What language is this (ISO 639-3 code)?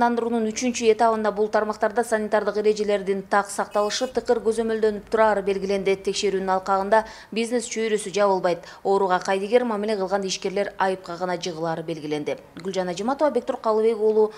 kir